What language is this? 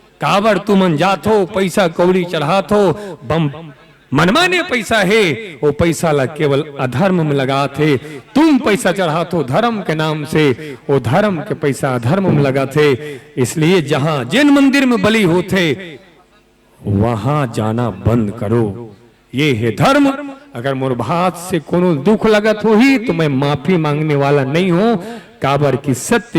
Chhattisgarhi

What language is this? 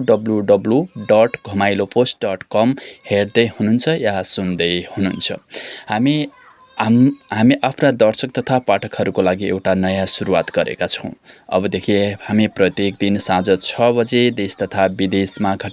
Nepali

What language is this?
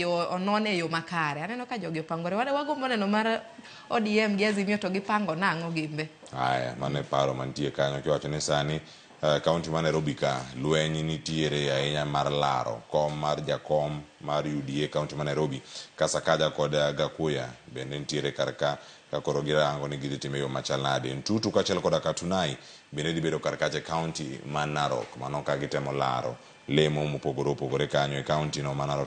Luo (Kenya and Tanzania)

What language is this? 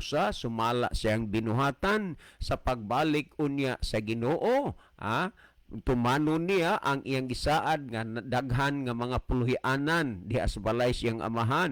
Cebuano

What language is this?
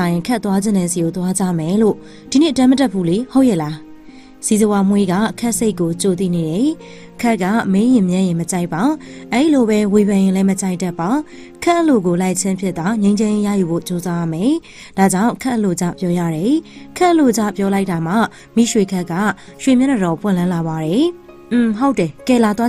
Burmese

